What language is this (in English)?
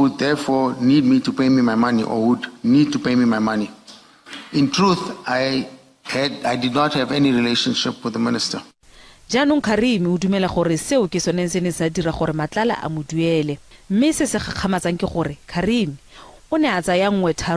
Tswana